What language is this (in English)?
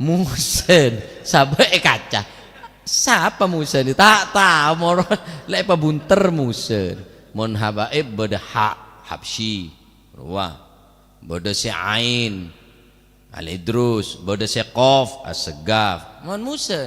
Madurese